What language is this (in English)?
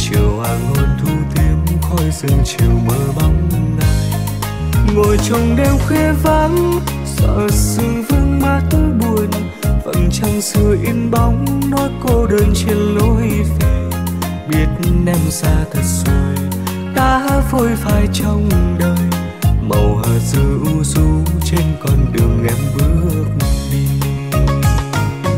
Vietnamese